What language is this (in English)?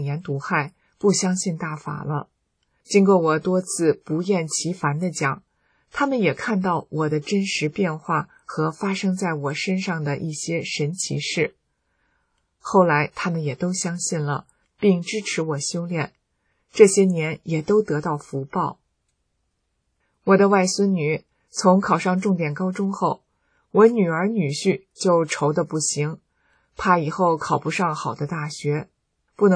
Chinese